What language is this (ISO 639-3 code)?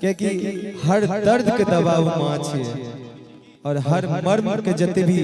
mai